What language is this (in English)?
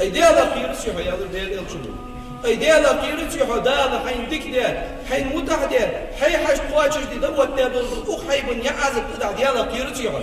Ingush